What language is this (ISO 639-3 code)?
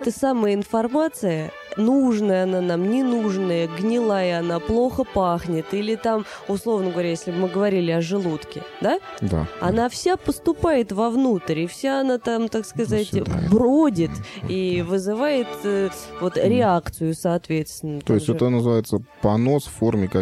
rus